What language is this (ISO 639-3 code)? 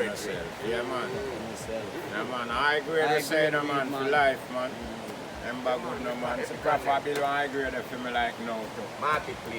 jam